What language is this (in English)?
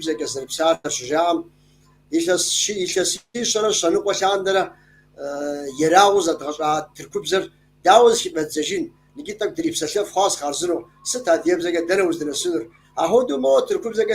Kabardian